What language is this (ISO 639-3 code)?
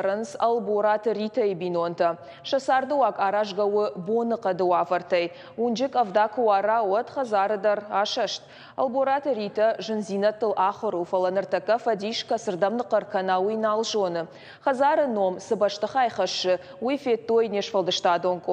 oss